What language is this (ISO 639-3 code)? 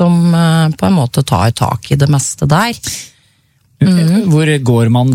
nor